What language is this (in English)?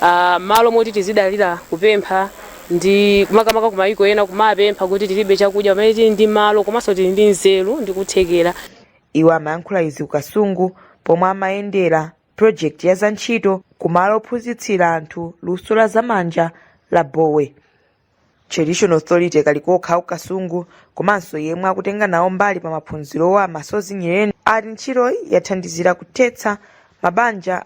Nyanja